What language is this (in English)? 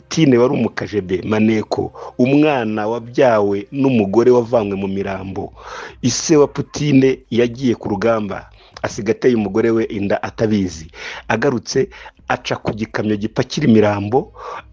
Kinyarwanda